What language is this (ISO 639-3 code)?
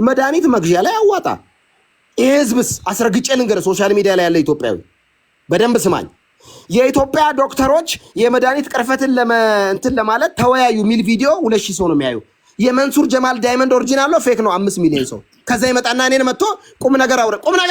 amh